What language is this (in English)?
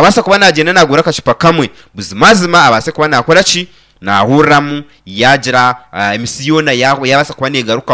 Nyankole